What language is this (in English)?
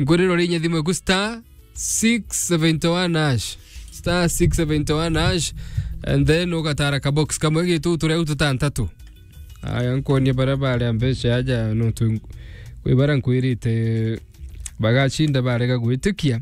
Meru